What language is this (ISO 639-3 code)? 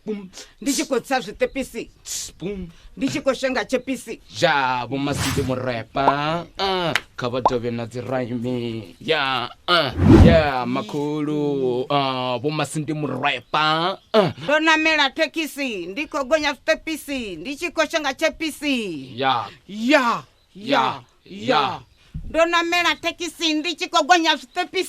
ven